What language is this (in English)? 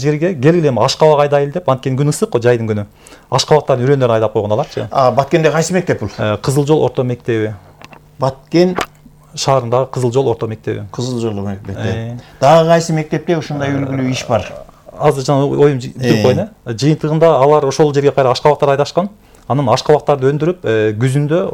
Kyrgyz